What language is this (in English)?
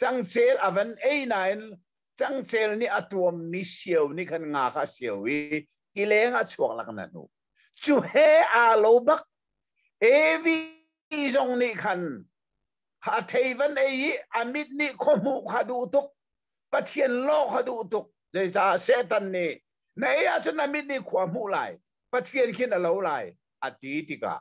Hakha Chin